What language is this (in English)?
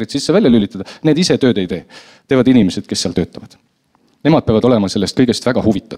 Estonian